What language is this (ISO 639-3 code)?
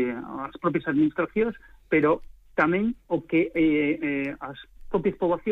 glg